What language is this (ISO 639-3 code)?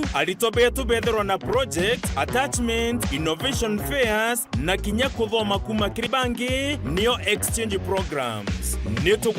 mer